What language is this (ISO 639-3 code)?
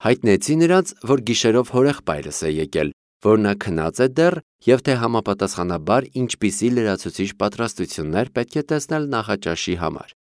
hye